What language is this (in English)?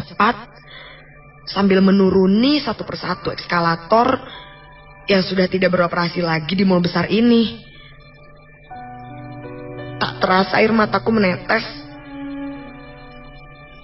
Indonesian